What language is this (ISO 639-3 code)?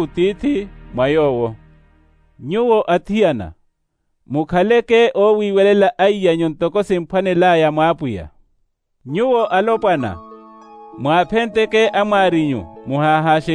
vmw